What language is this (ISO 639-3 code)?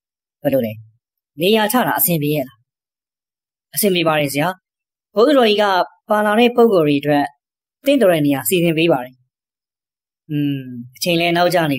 mya